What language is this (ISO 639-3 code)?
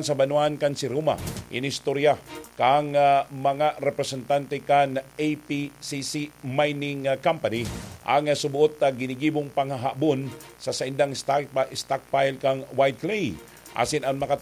bik